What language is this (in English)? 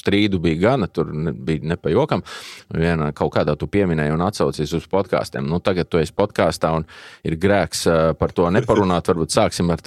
Latvian